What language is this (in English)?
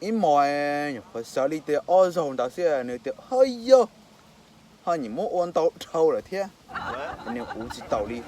Hmong